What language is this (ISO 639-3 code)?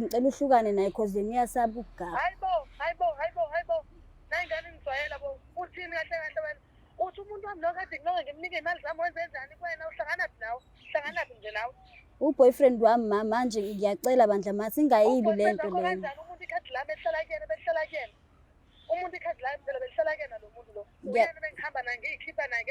zul